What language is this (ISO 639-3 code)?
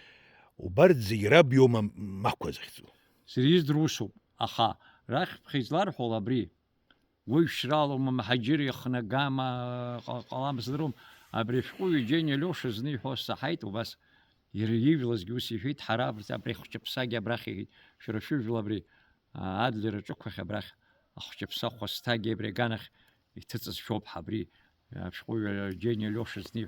abk